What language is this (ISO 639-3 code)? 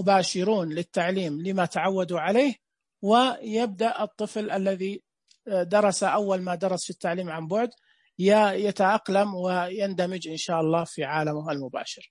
ars